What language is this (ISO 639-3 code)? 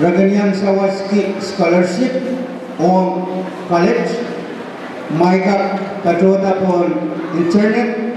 pon